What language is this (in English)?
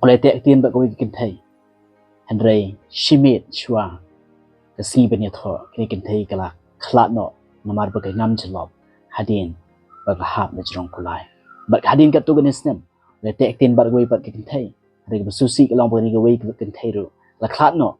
Khasi